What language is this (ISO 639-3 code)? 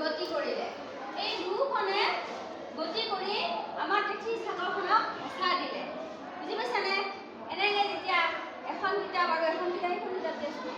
asm